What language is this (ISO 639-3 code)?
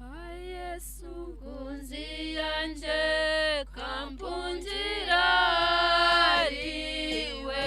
nyn